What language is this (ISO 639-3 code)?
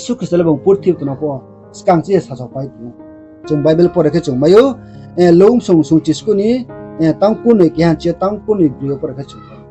ria